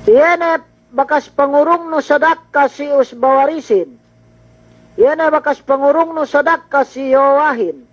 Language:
Yakan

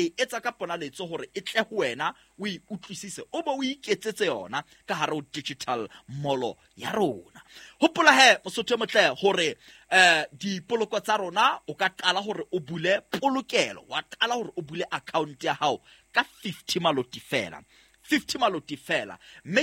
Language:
Southern Sotho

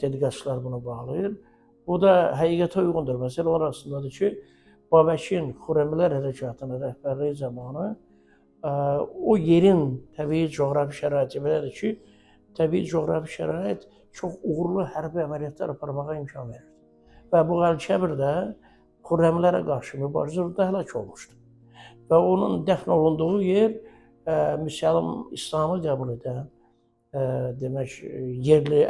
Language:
Azerbaijani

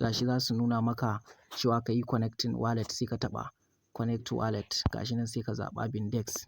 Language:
Hausa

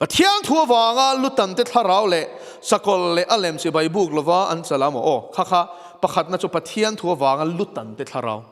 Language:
Mizo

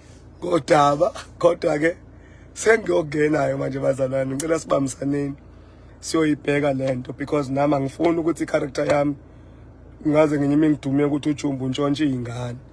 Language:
Zulu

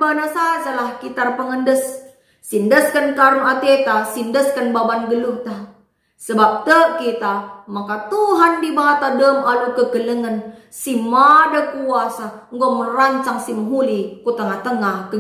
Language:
Batak Karo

